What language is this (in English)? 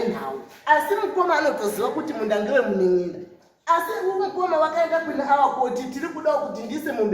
Shona